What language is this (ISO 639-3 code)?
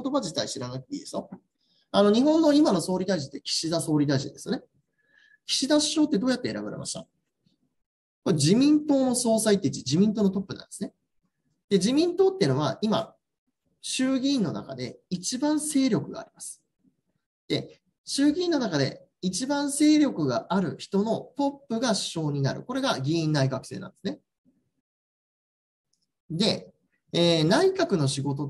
jpn